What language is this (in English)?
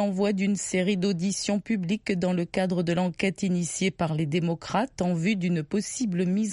French